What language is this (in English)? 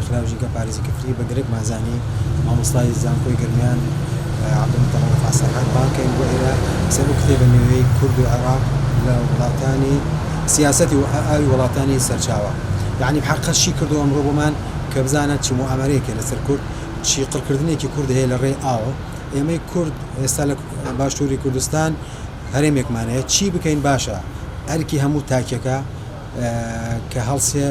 Central Kurdish